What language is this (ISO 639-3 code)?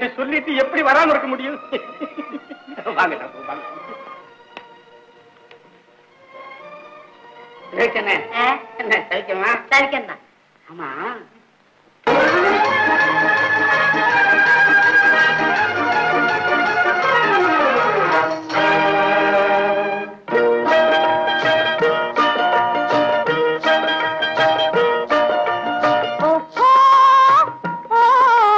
tam